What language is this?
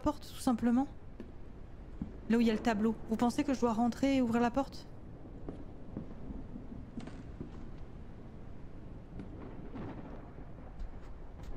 French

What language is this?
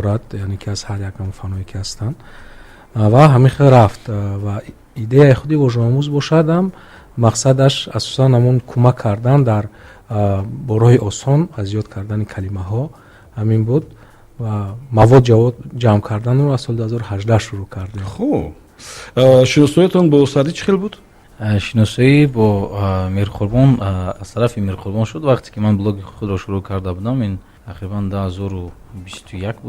Tajik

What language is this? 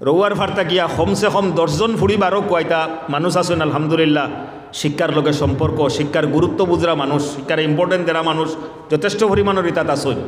Sylheti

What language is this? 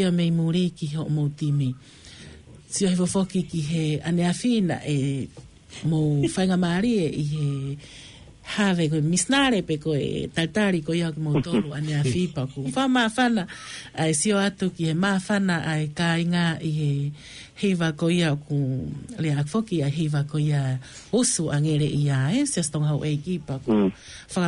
Tongan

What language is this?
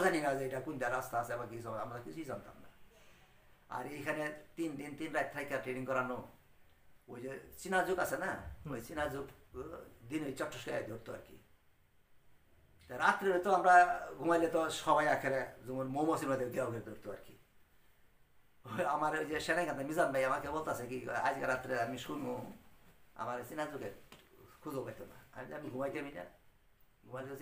Bangla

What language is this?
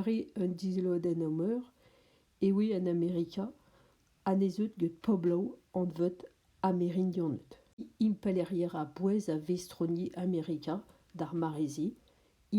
Breton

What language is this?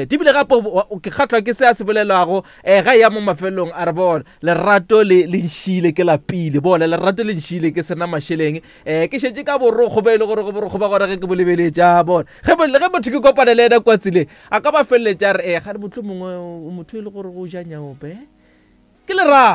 Northern Sotho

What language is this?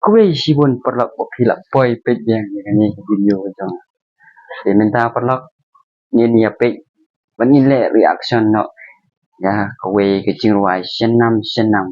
Khasi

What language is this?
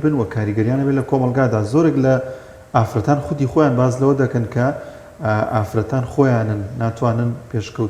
Central Kurdish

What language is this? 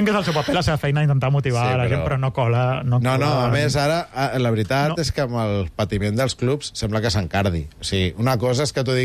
Catalan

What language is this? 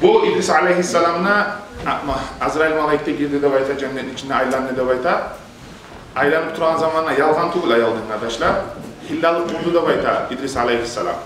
Kumyk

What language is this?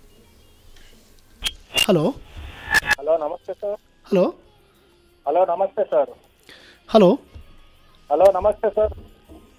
Kannada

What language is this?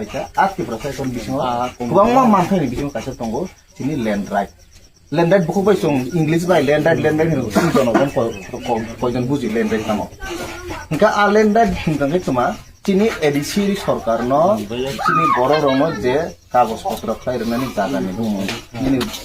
Kok Borok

